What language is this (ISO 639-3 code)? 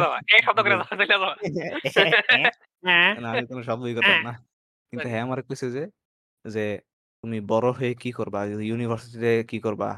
ben